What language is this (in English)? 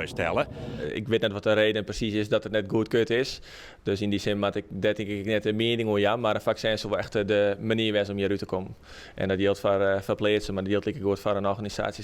Western Frisian